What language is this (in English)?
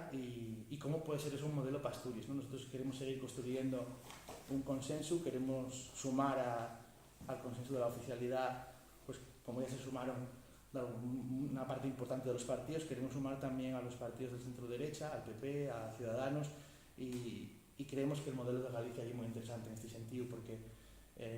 Asturian